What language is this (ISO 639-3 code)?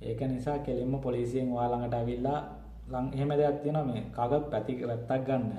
sin